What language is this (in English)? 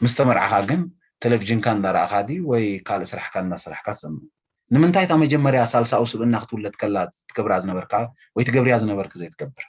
Tigrinya